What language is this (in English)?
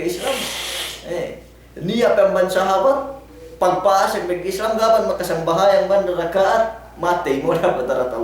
Yakan